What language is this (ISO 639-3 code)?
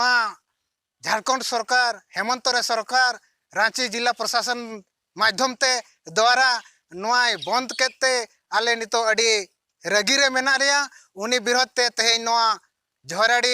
sat